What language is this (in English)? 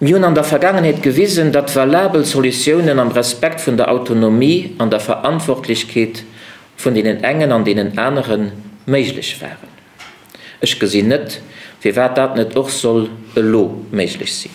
Luxembourgish